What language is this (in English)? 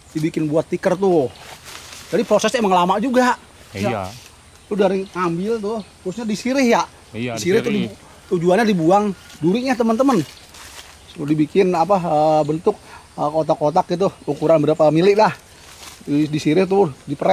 Betawi